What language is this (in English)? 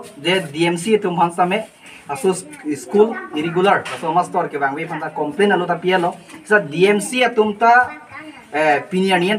Karbi